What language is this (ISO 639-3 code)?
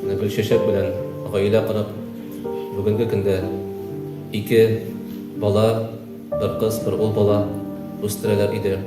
tat